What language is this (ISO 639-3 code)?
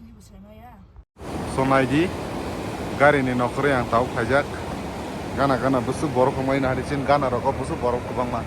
trp